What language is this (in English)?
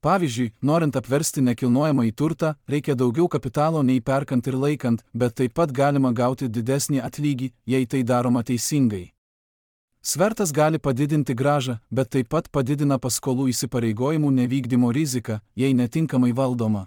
Lithuanian